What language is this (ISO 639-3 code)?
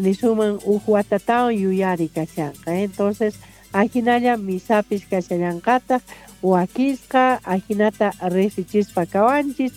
que